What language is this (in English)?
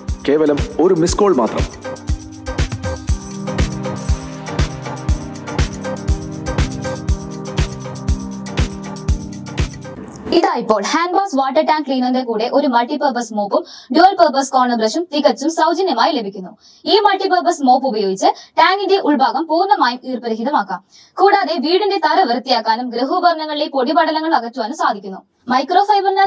Malayalam